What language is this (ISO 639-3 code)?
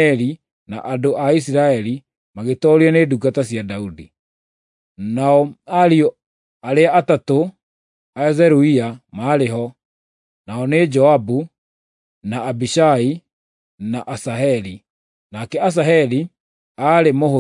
kik